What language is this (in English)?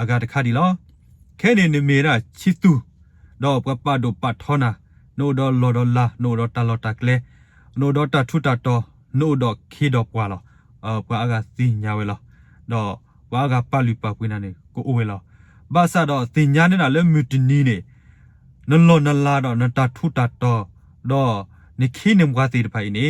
S'gaw Karen